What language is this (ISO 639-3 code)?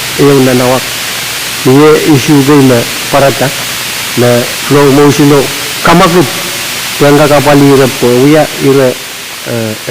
pon